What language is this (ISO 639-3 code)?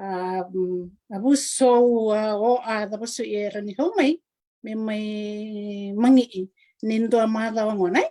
fij